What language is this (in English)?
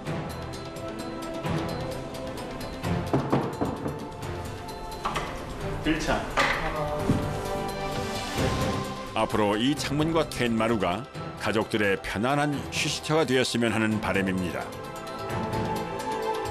Korean